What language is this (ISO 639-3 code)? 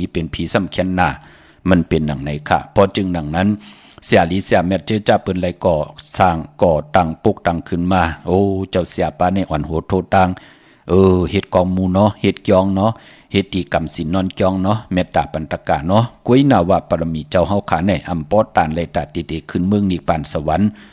shn